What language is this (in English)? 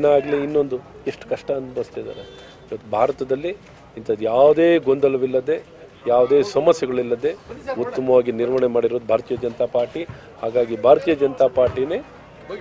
Kannada